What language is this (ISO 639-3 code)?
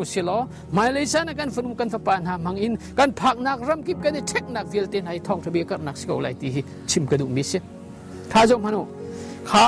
cnh